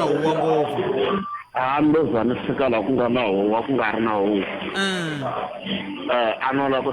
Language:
Tsonga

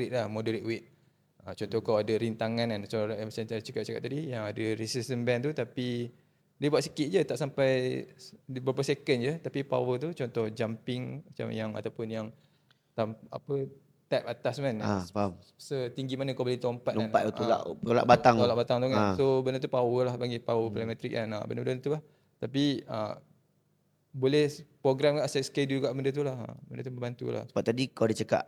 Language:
Malay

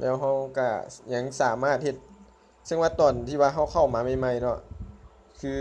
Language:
Lao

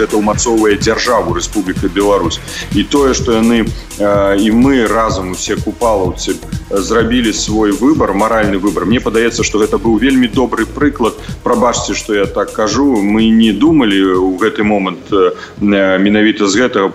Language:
Belarusian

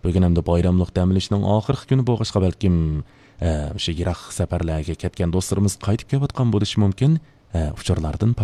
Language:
Uyghur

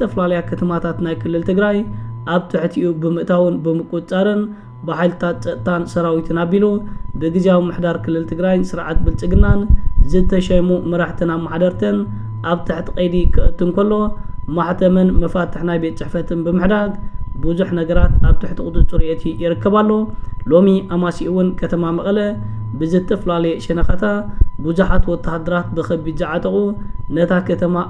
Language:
Tigrinya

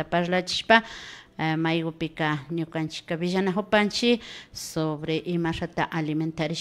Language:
Imbabura Highland Quichua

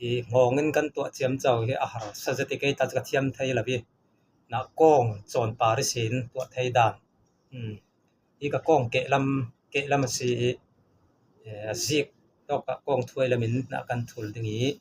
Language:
Falam Chin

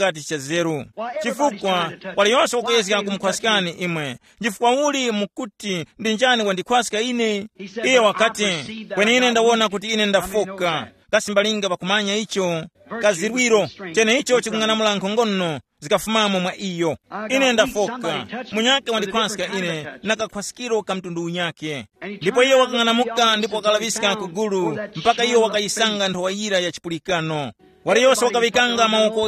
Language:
Tumbuka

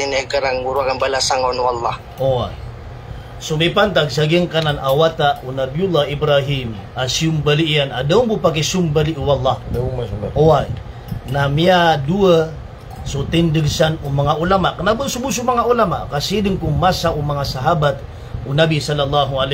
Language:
Maranao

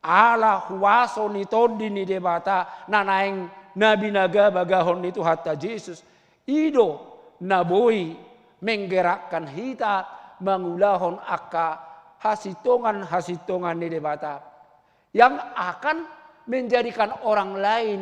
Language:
Batak Toba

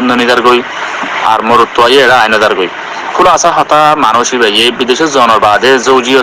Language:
Rohingya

